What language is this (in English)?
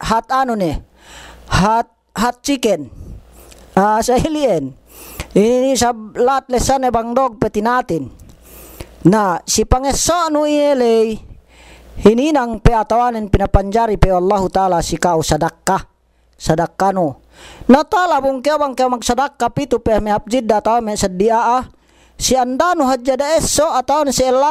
Yakan